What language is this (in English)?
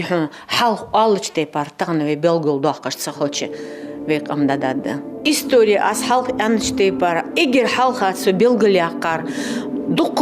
Ingush